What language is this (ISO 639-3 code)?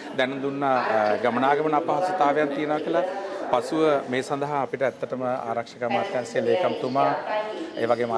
sin